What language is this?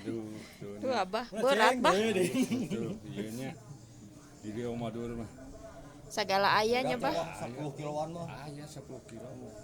Sundanese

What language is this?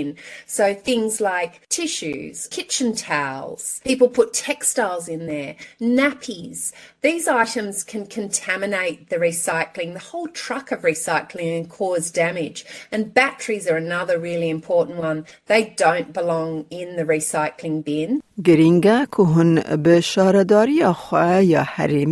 Kurdish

